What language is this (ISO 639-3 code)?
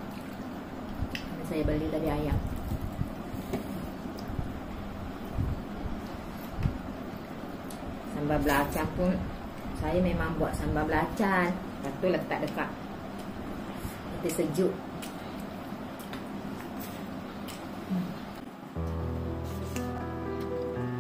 msa